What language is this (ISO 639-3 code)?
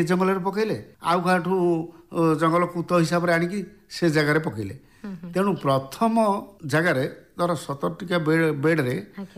ori